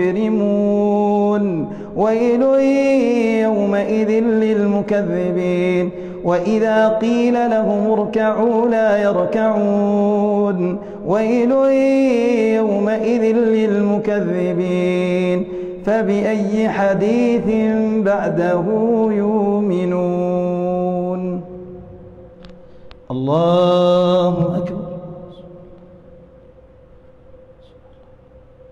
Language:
Arabic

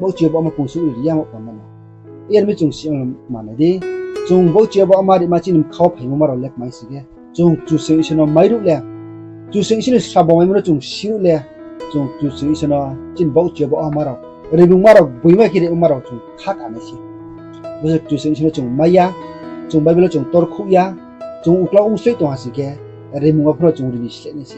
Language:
Riang (India)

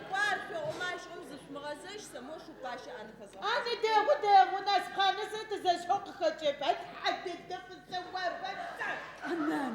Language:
Adyghe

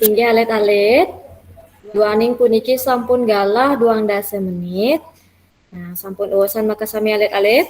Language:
Balinese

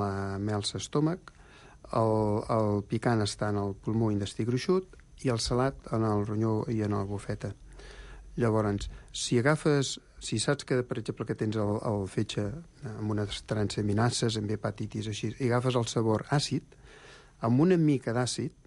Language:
Catalan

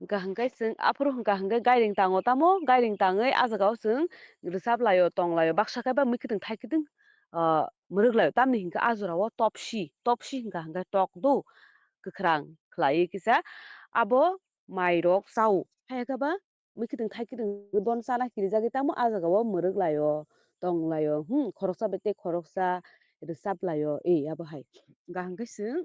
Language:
Kok Borok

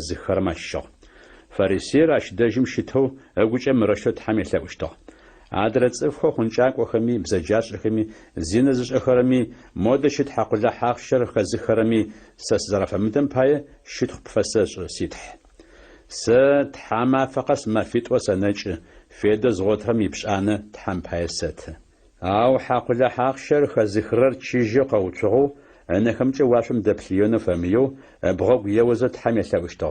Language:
Adyghe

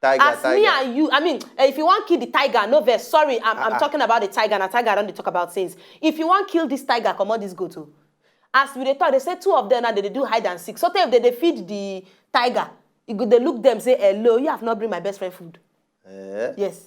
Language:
Nigerian Pidgin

